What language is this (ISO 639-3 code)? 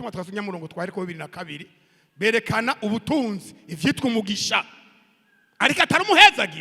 run